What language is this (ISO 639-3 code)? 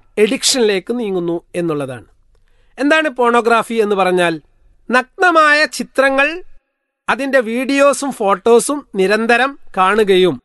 mal